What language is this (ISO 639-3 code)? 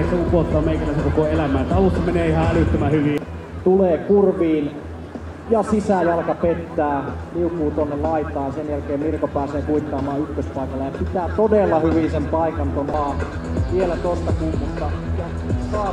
fin